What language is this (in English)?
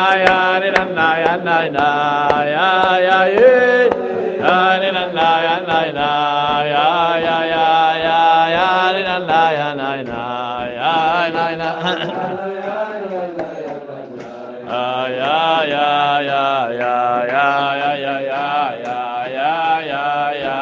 Hebrew